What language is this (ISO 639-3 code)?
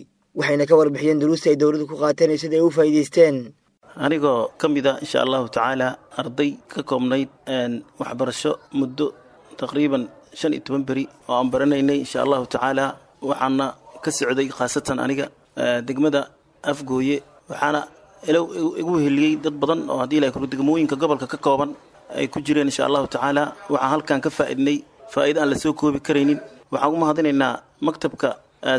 som